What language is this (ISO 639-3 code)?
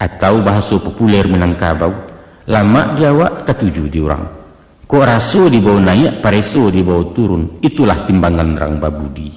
min